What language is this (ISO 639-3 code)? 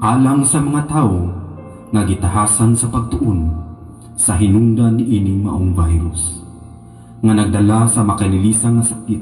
ceb